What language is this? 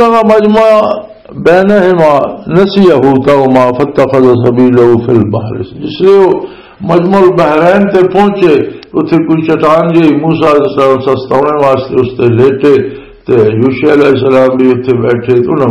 Western Panjabi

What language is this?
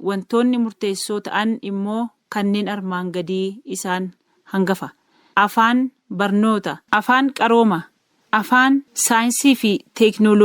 Oromo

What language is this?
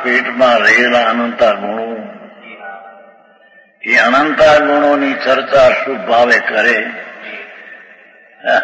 Gujarati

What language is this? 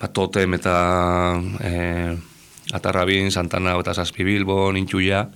Basque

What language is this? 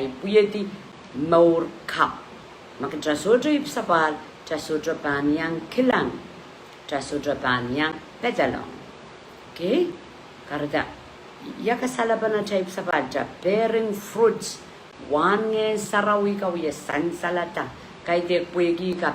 Pohnpeian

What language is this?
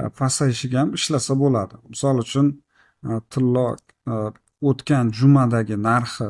Uzbek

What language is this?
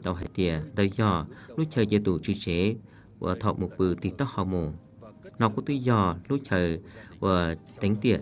Vietnamese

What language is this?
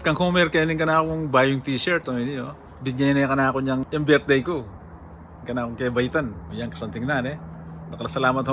Pampanga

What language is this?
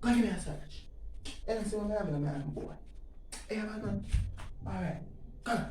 Jamaican Creole English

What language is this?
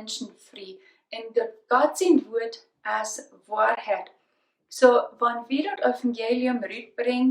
Plautdietsch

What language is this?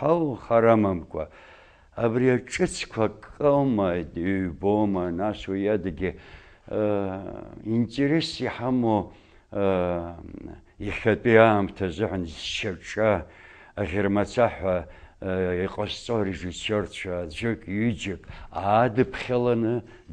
Abkhazian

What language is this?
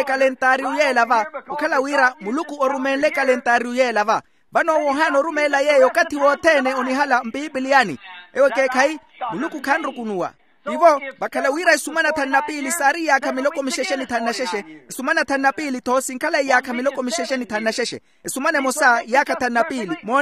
Makhuwa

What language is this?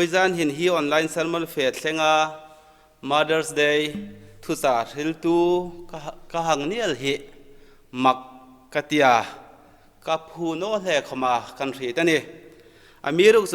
Hmar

